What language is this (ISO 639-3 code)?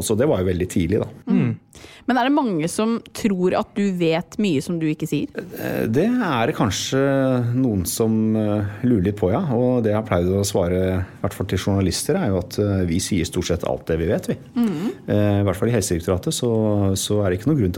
nor